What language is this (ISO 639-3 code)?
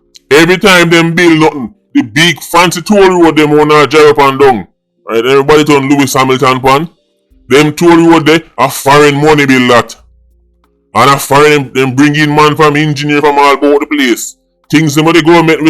jam